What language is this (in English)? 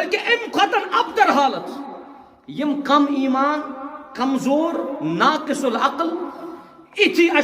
Kashmiri